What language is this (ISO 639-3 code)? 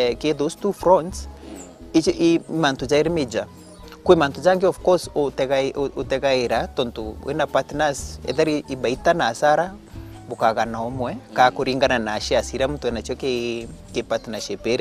mer